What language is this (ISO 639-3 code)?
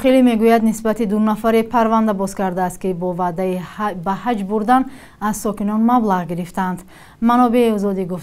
tgk